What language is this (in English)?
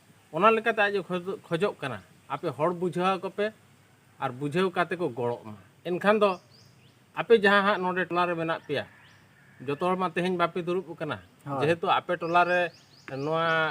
Santali